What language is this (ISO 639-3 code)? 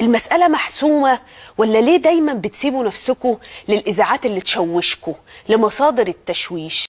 arz